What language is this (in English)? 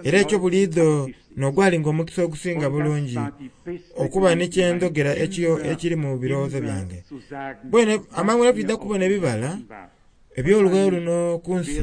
Soga